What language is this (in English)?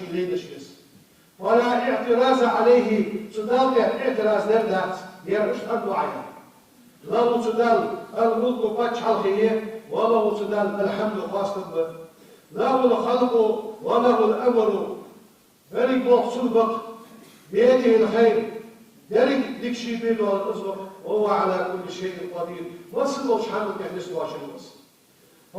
Ingush